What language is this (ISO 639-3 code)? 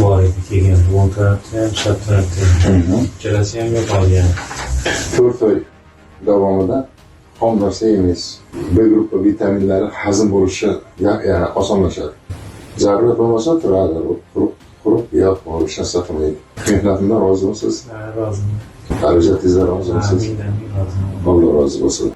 uzb